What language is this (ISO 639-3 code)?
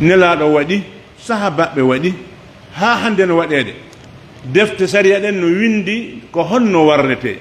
fuf